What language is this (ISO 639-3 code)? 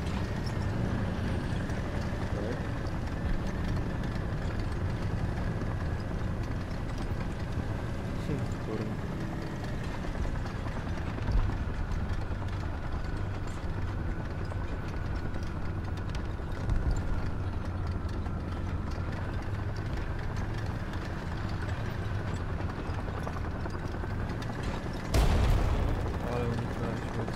pol